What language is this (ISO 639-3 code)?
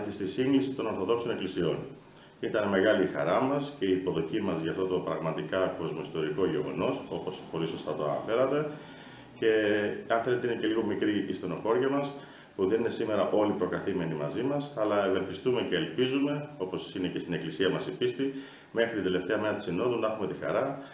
ell